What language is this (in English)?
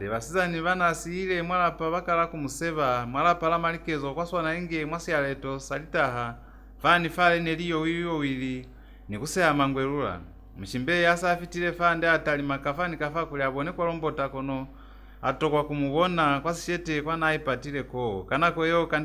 Lozi